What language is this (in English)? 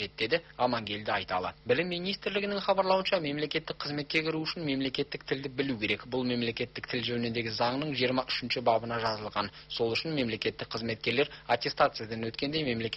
Kazakh